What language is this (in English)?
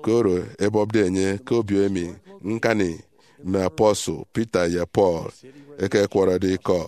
Efik